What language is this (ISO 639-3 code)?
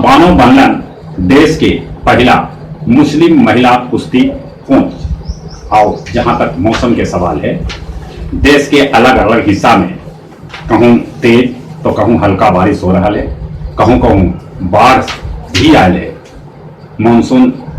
mag